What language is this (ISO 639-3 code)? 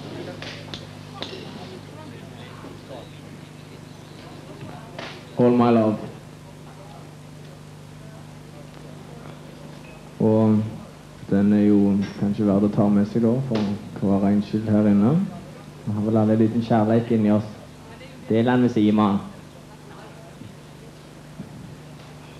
nor